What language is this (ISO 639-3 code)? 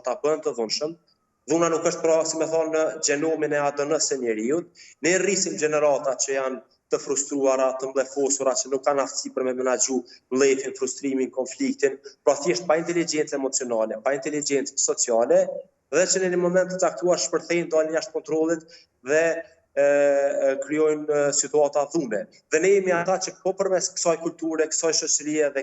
sqi